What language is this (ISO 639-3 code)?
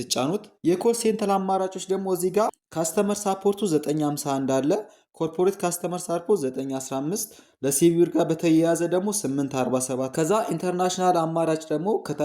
amh